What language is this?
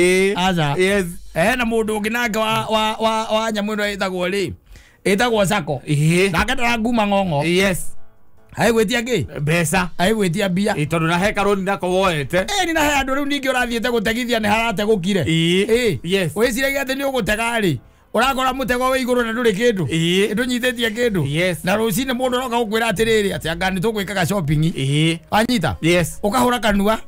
Kikuyu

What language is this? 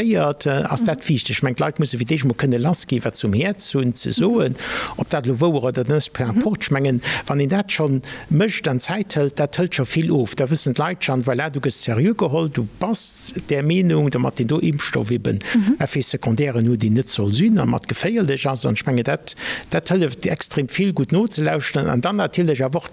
Luxembourgish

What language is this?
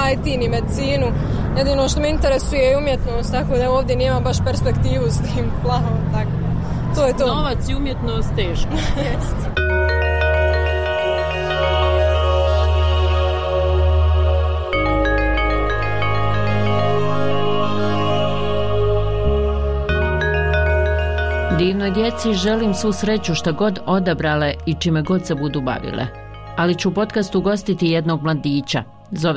Bosnian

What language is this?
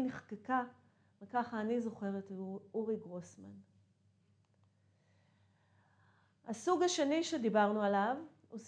Hebrew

